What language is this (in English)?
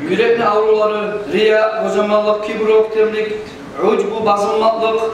Kumyk